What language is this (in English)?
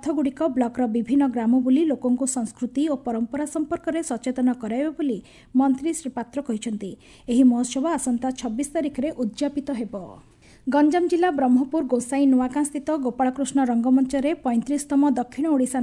Odia